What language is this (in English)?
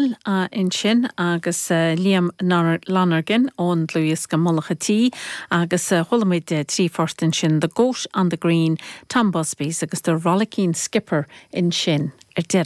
Irish